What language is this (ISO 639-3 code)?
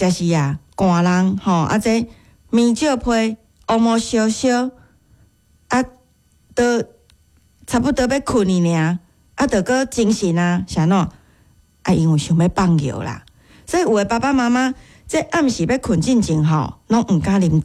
nan